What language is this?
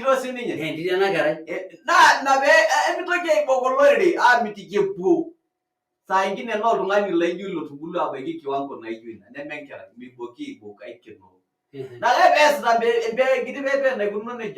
Masai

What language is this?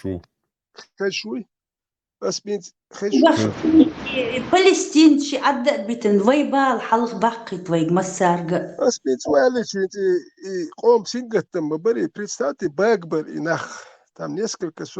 Chechen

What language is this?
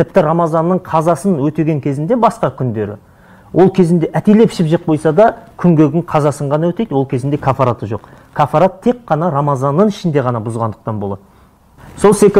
Kazakh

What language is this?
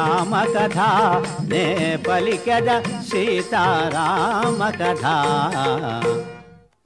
Telugu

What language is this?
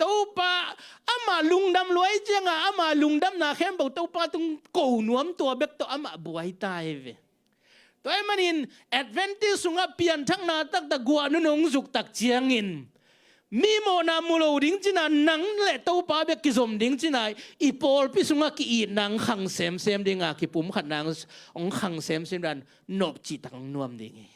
Tedim Chin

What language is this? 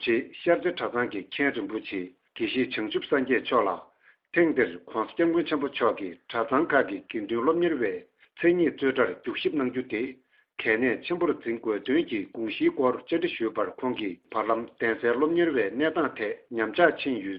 Tibetan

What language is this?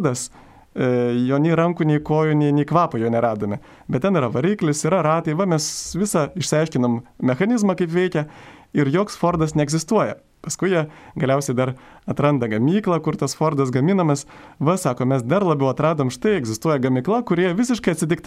Lithuanian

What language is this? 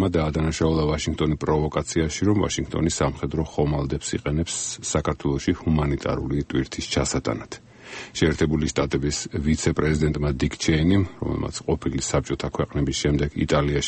Georgian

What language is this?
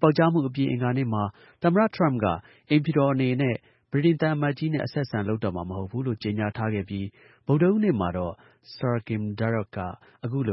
Burmese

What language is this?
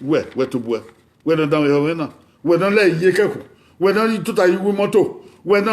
Bini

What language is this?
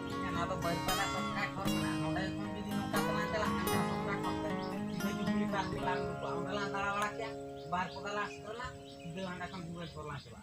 Santali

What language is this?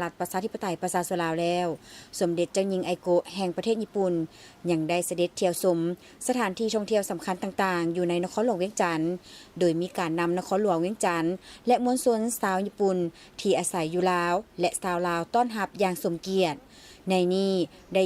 Lao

